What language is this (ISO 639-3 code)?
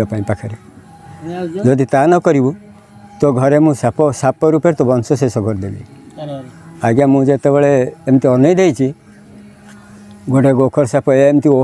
ori